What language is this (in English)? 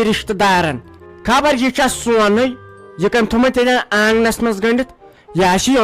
Kashmiri